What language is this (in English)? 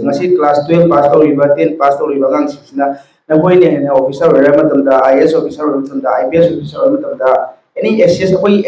Manipuri